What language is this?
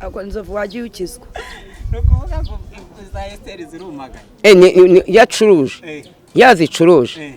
Kinyarwanda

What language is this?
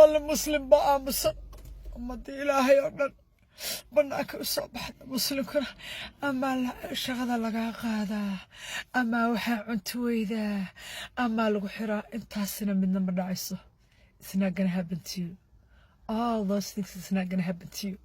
Somali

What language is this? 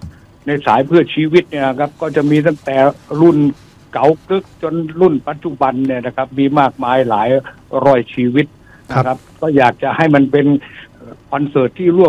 Thai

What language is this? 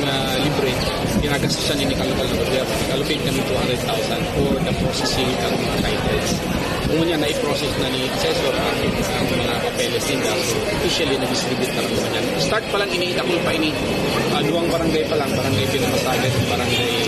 Bikol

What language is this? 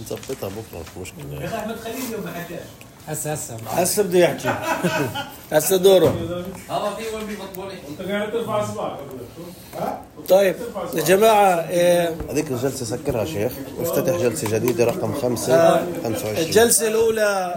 North Levantine Arabic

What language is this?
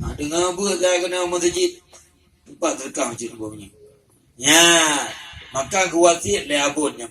Achinese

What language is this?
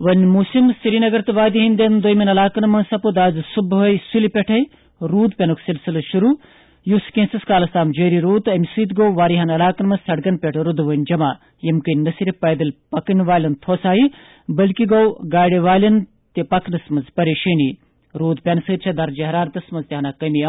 Kashmiri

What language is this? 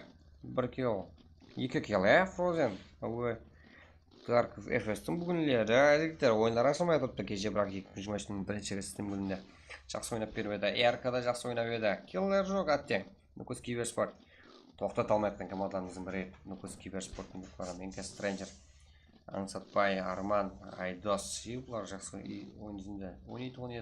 Kara-Kalpak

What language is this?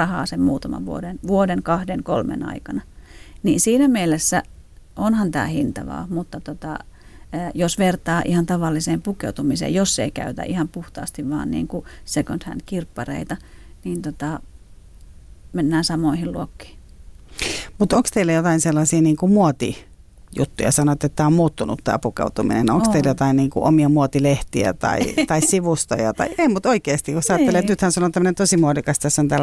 Finnish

